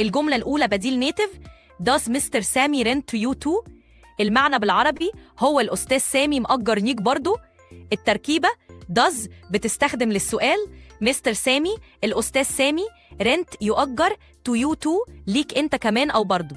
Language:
Egyptian Arabic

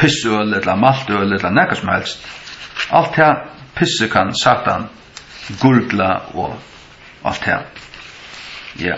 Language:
Faroese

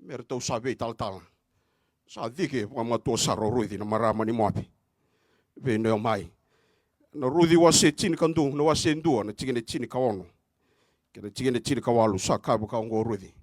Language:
Fijian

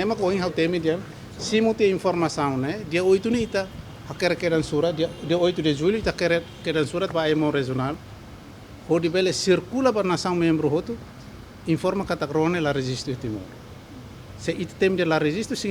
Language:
Tetum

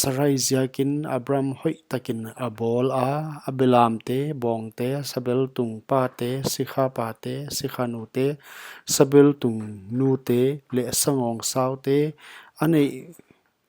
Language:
Paite Chin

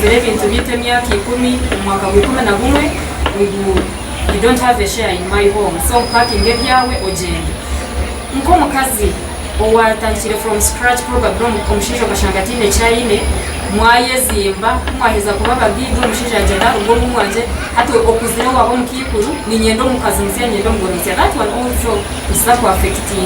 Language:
Nyankole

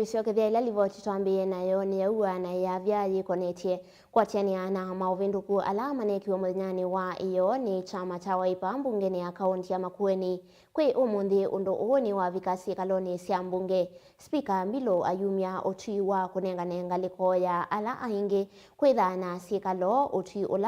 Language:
Kamba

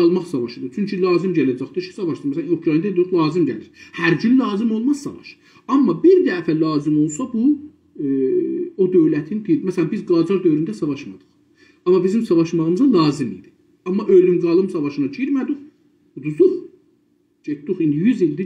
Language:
South Azerbaijani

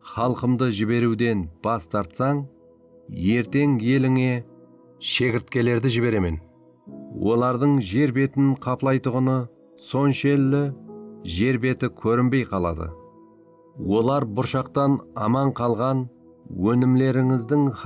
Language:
Kara-Kalpak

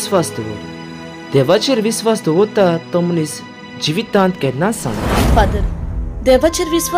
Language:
Konkani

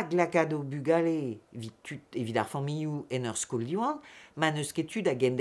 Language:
Breton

